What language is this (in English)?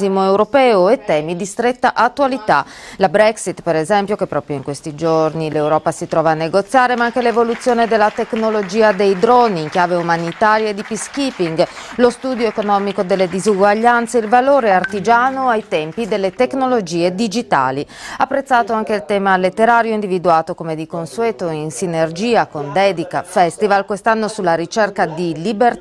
Italian